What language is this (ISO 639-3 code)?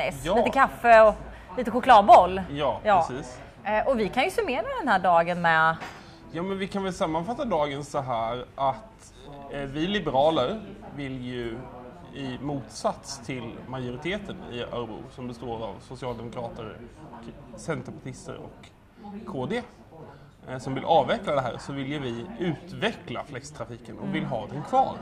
swe